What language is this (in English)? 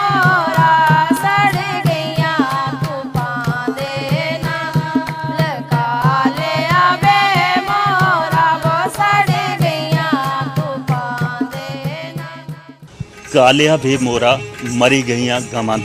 Dogri